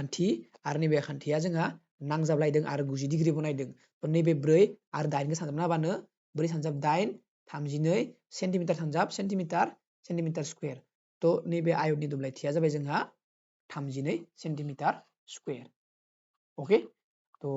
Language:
Bodo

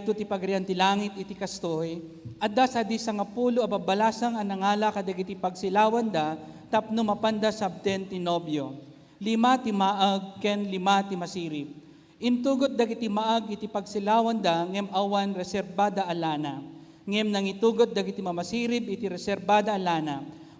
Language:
Iloko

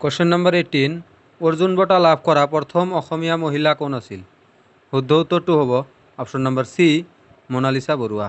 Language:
Assamese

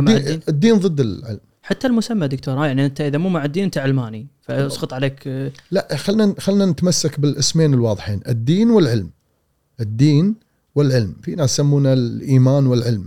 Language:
Gulf Arabic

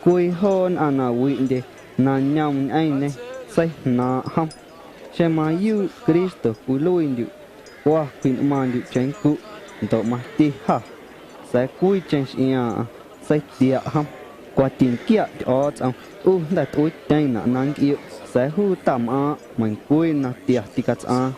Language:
Guerrero Amuzgo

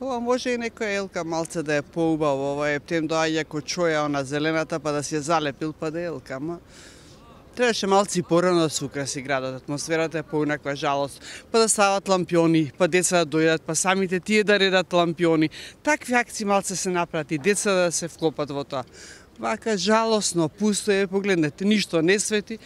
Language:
Macedonian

